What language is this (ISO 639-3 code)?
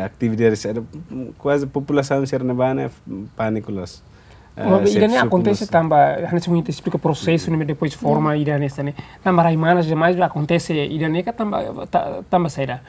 tet